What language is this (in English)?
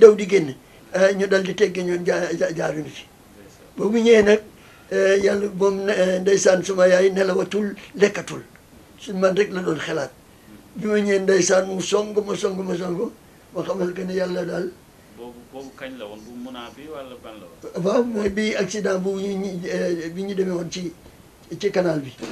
Wolof